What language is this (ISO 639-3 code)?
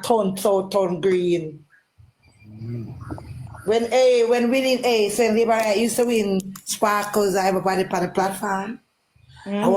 jam